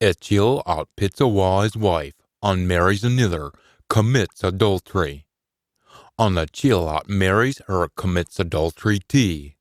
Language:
Scots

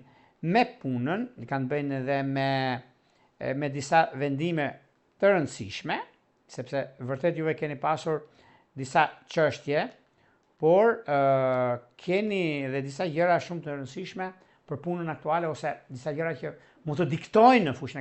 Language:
Albanian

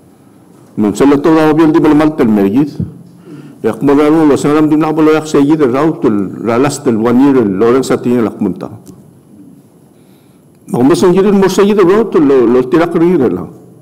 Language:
Palauan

